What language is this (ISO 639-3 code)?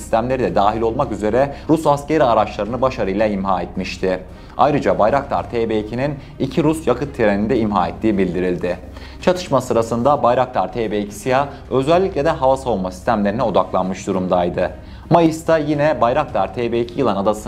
tur